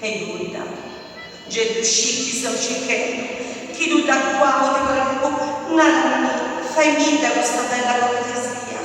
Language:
Sardinian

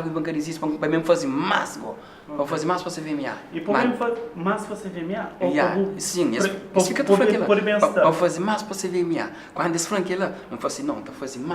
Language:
Kabuverdianu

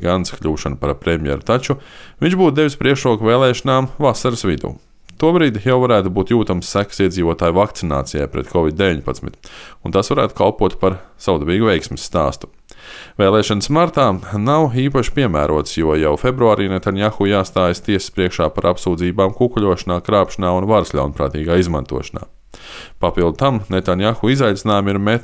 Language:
Latvian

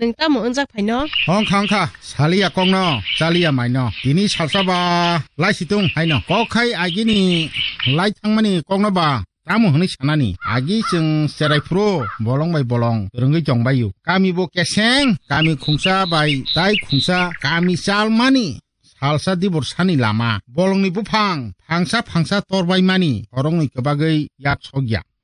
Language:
Kok Borok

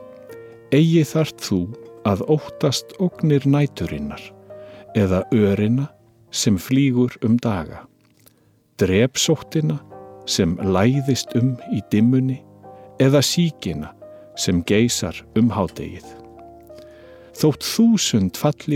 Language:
Icelandic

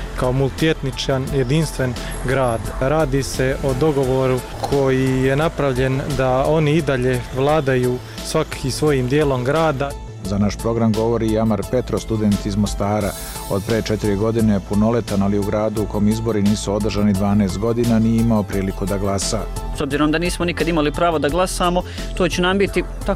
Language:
Croatian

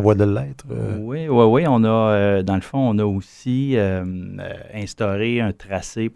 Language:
French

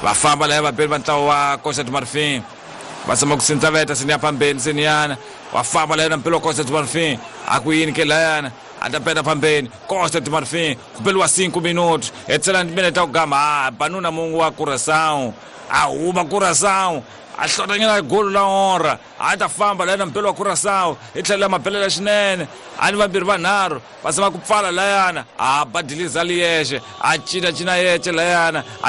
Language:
Tsonga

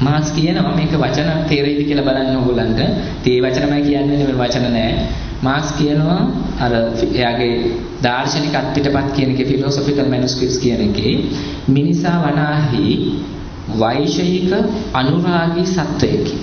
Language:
Sinhala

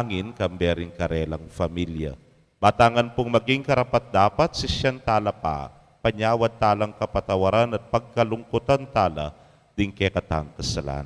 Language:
Pampanga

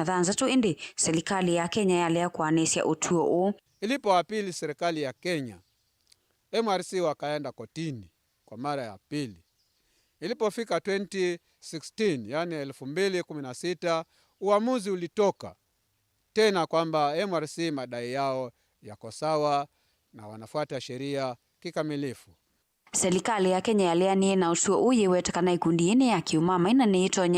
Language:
Kamba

